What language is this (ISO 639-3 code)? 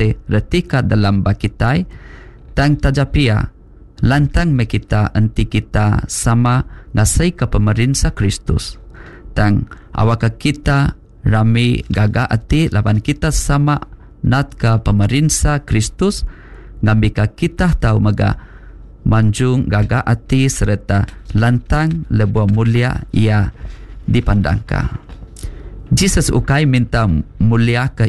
iba